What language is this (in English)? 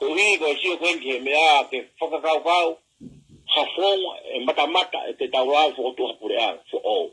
Tongan